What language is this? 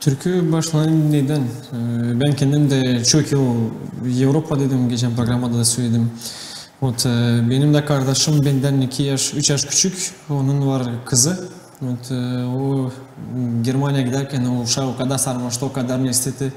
Gagauz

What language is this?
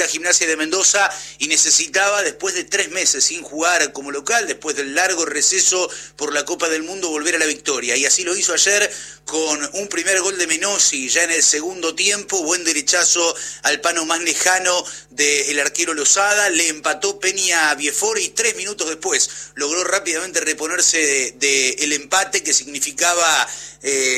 Spanish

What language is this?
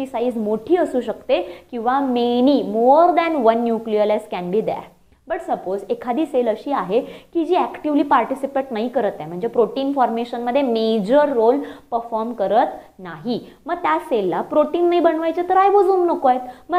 Marathi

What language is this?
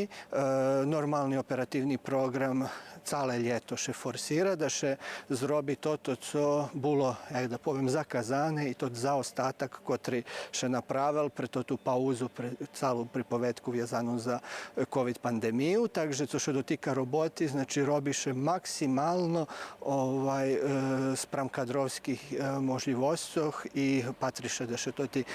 Rusyn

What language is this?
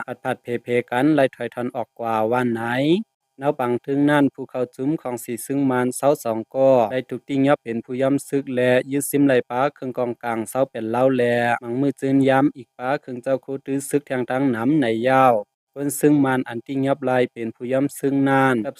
Lao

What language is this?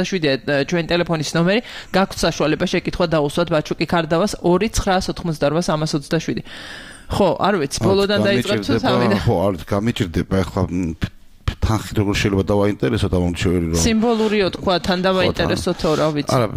Georgian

